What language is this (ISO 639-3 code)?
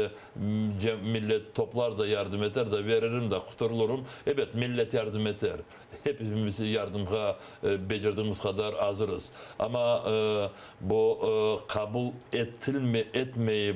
crh